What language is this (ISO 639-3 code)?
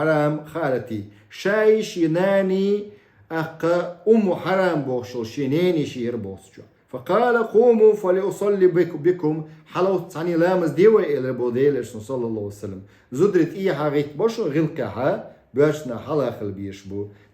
che